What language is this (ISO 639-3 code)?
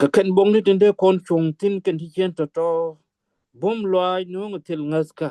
nus